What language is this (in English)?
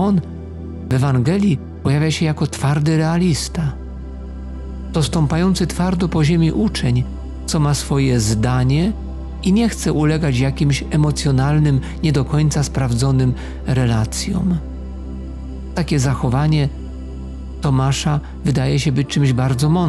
Polish